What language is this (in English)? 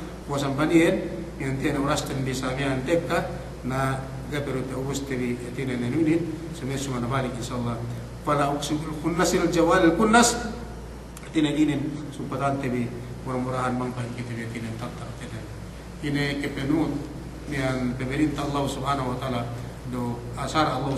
Yakan